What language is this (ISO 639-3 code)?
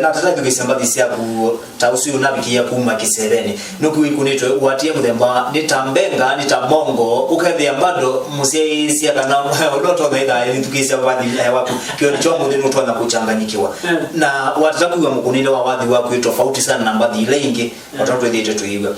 kam